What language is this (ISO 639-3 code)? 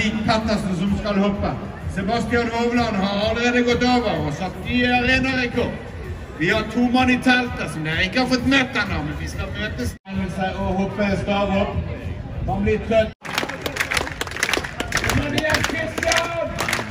nor